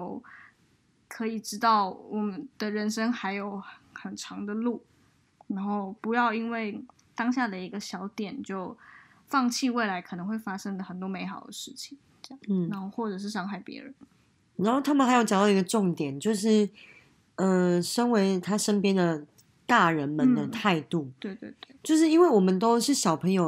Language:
Chinese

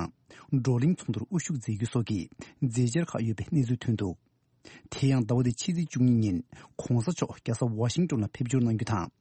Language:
Tibetan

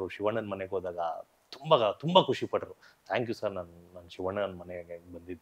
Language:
Kannada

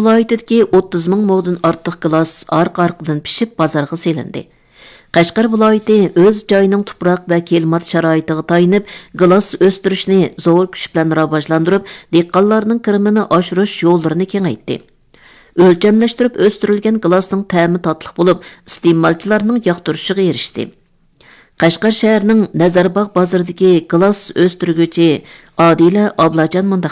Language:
Uyghur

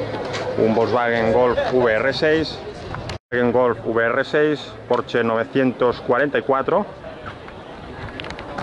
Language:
Spanish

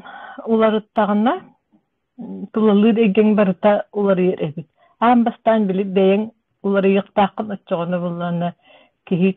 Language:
Yakut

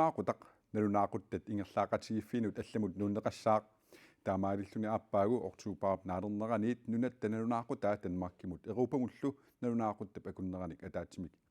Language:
Kalaallisut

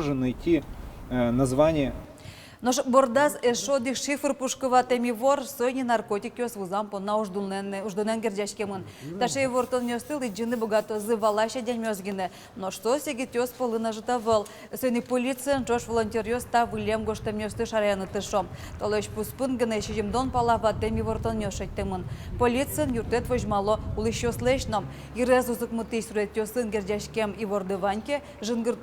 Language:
Udmurt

